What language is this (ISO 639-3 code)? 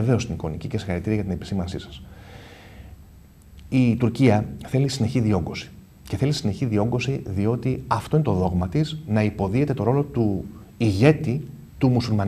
ell